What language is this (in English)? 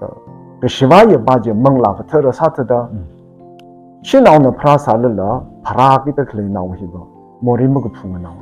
Tangkhul Naga (India)